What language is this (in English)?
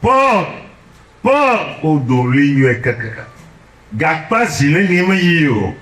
Ewe